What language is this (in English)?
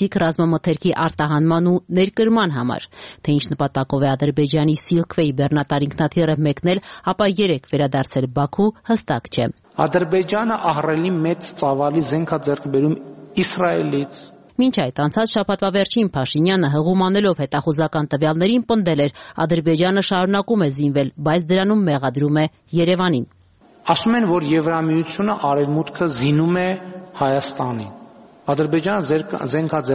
Armenian